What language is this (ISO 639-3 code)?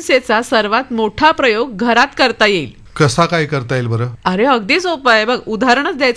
mar